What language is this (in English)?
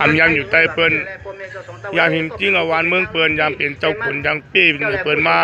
Shan